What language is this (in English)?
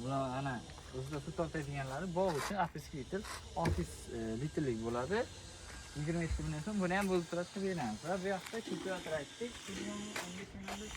Uzbek